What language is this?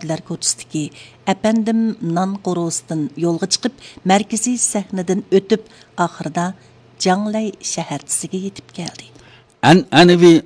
Uyghur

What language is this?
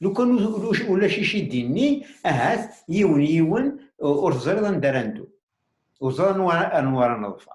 Kabyle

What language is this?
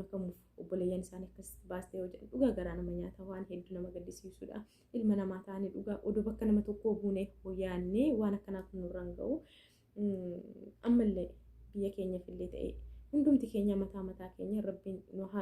Oromo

